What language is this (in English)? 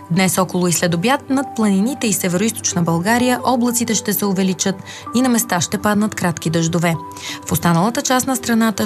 Bulgarian